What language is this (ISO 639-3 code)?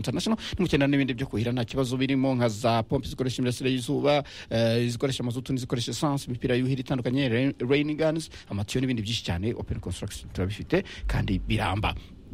kin